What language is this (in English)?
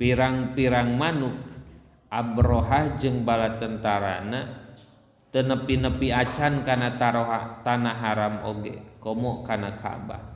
Sundanese